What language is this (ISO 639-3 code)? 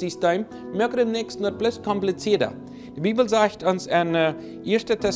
pdt